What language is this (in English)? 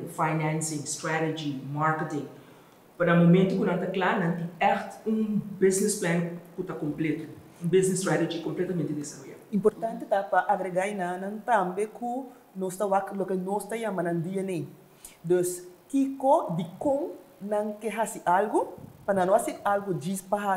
Portuguese